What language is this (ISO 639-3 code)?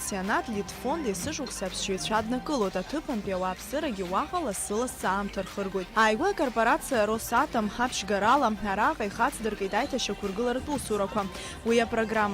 abk